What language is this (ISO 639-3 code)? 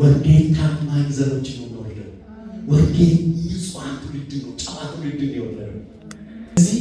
amh